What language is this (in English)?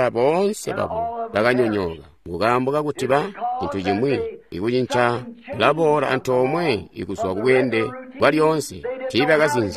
Tonga (Zambia)